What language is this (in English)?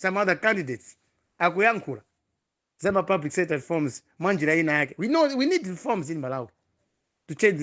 Nyanja